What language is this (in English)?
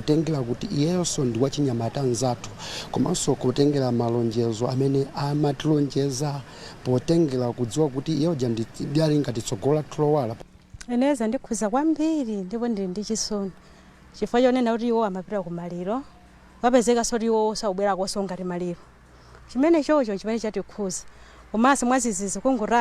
Nyanja